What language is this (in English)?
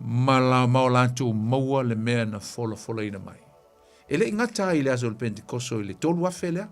Samoan